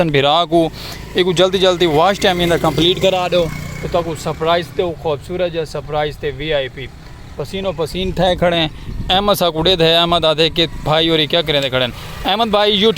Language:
Saraiki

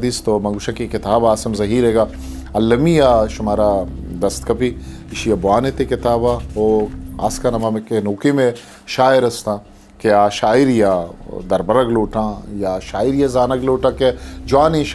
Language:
Eastern Balochi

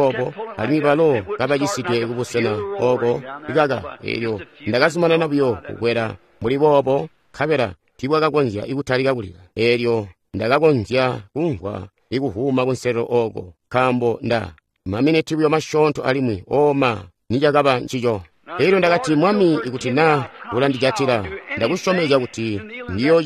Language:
Tonga (Zambia)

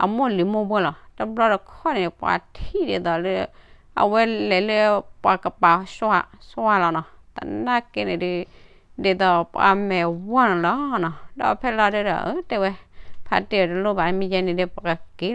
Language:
S'gaw Karen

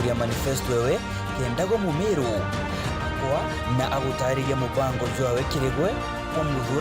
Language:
Meru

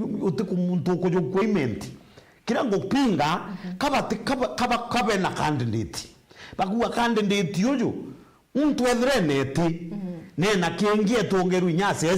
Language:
Meru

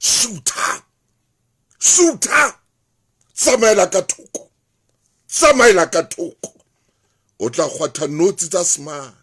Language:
Southern Sotho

